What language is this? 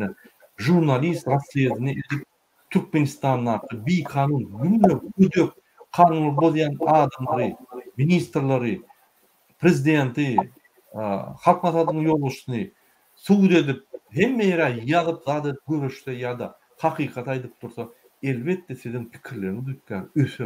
Turkmen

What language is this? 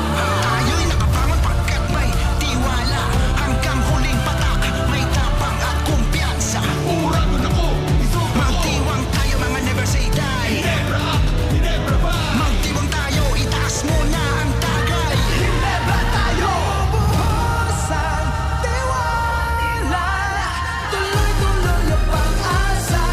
Bikol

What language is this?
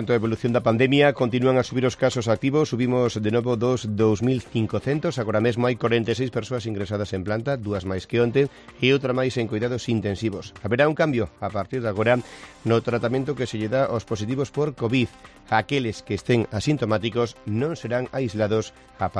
Galician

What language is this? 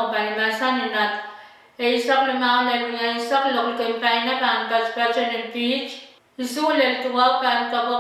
Pohnpeian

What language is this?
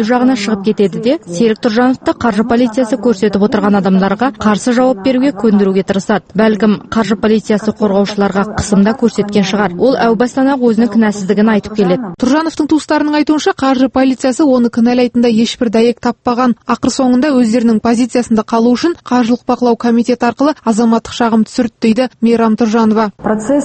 Kazakh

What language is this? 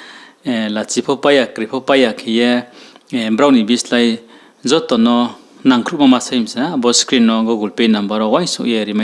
Riang (India)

